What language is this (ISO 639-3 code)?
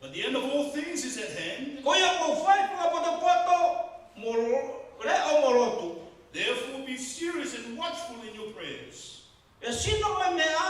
ton